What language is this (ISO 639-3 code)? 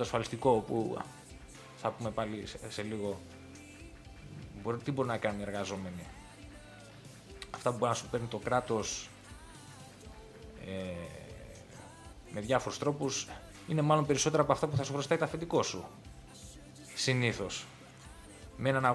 ell